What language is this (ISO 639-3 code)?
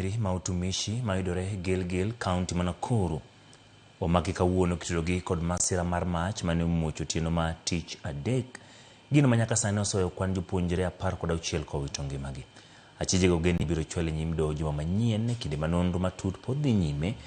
luo